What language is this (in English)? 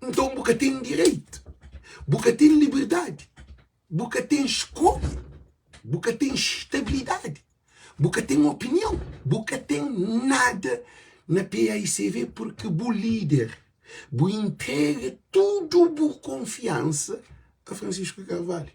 Kabuverdianu